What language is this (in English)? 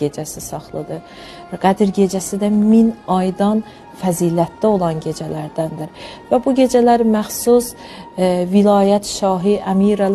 Azerbaijani